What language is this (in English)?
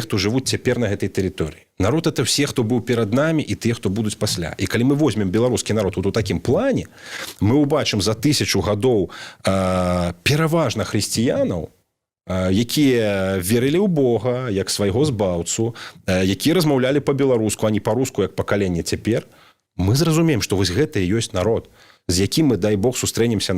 Belarusian